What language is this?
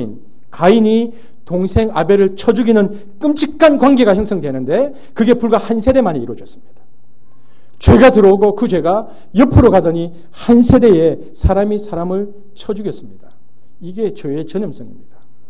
Korean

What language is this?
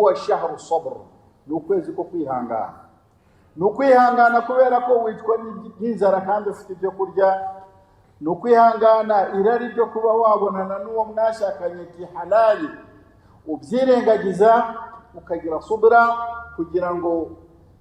Kinyarwanda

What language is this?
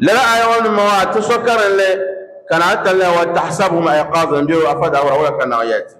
Dagbani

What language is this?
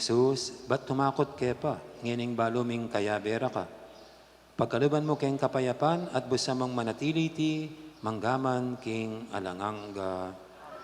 Pampanga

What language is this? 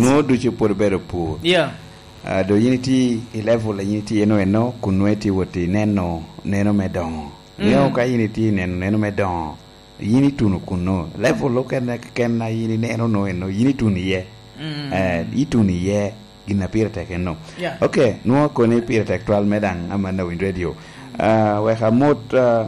Lango (Uganda)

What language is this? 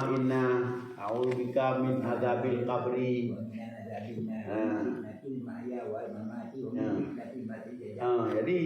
Achinese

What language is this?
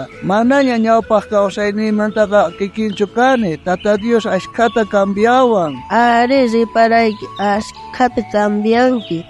South Bolivian Quechua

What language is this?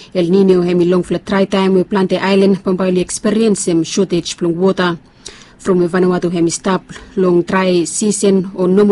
Bislama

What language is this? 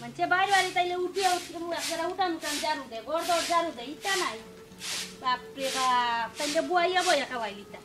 Sylheti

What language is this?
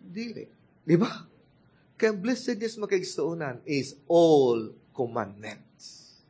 Cebuano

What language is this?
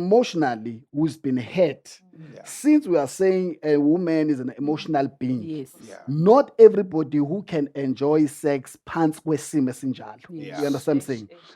Zulu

